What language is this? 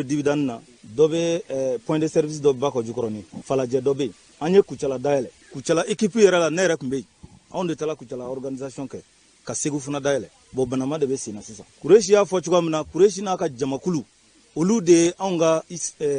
Bambara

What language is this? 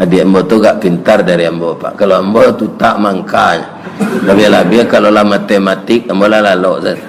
Minangkabau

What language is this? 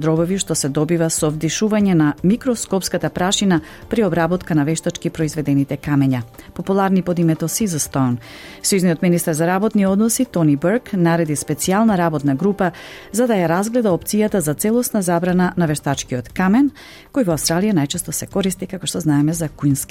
Macedonian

